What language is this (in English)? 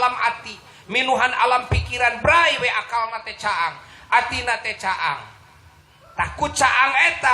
Sundanese